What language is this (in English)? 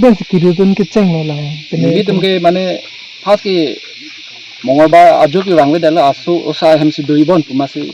Karbi